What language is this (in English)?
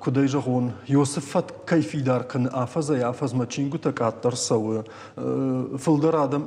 Ossetic